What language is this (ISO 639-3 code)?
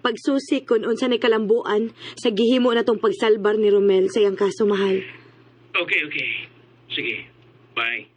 ceb